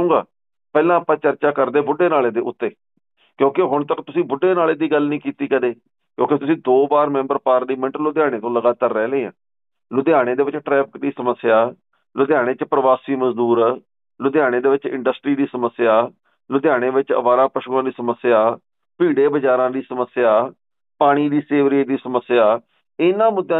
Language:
Punjabi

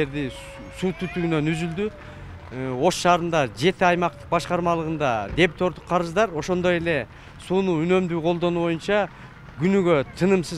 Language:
Kyrgyz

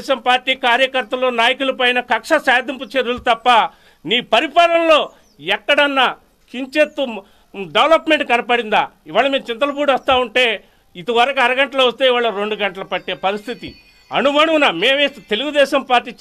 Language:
Telugu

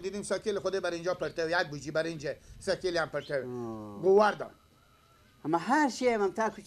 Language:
Persian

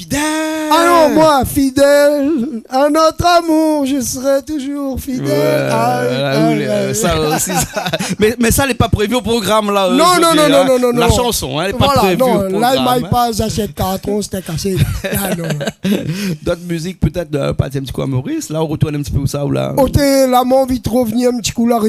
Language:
Réunion Creole French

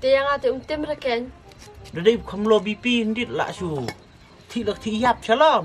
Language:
Khasi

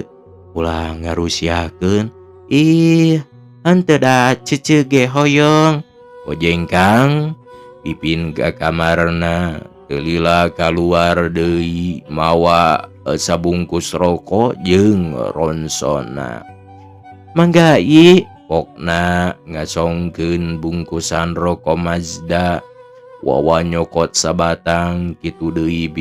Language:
Sundanese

